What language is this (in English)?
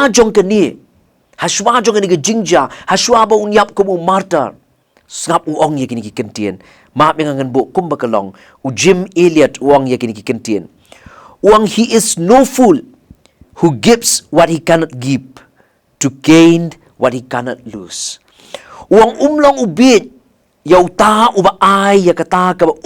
Khasi